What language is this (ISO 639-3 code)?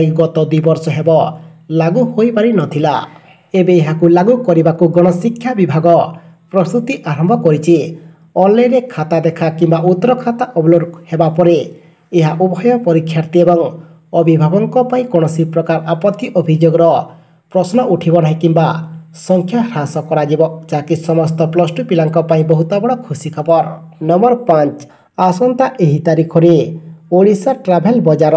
ori